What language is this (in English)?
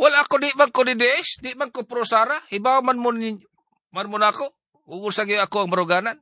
Cebuano